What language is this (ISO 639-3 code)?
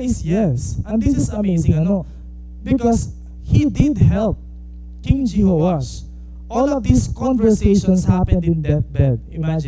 war